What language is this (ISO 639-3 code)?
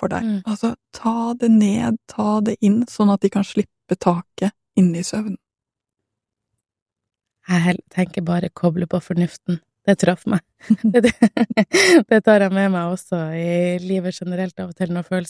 nor